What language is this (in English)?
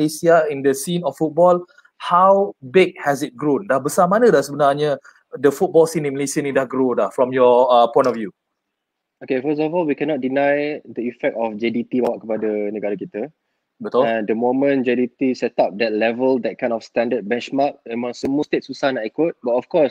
Malay